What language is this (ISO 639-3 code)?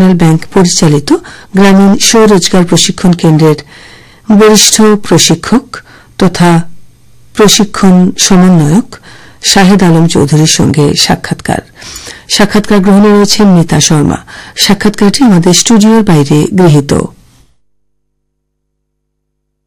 ben